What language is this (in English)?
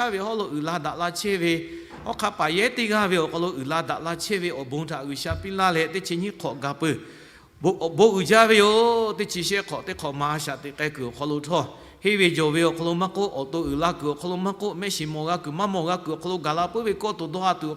Lahu